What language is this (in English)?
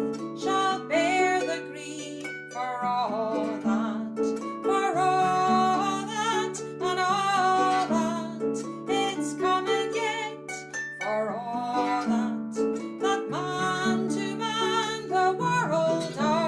Scots